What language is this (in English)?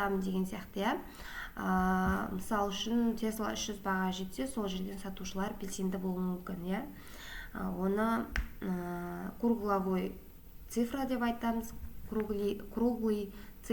Kazakh